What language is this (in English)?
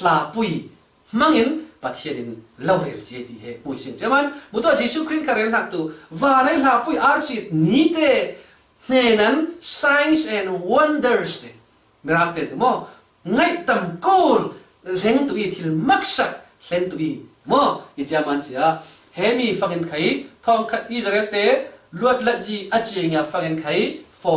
Falam Chin